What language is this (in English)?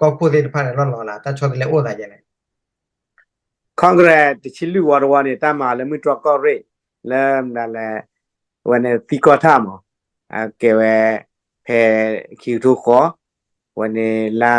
S'gaw Karen